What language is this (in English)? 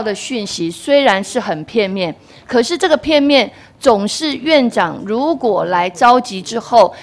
Chinese